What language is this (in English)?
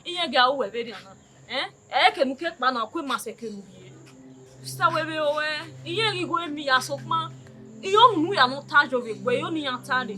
Bini